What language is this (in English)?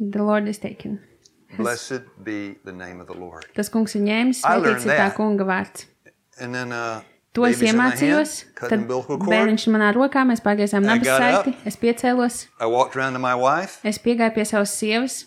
Latvian